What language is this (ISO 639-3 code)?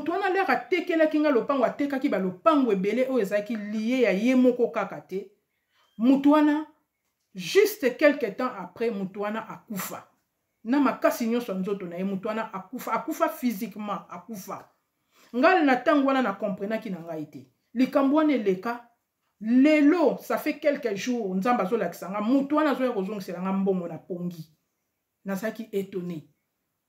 lin